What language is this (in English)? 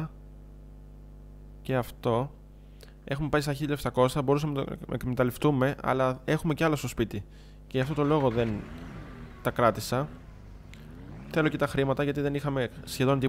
Greek